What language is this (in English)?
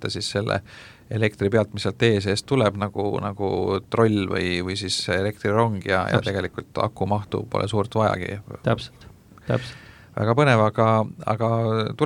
Estonian